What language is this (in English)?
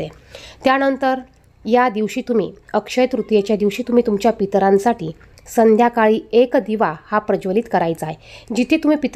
Marathi